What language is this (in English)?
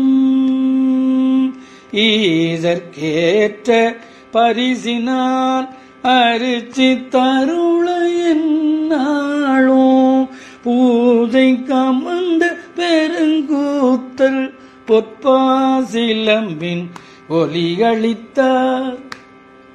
Tamil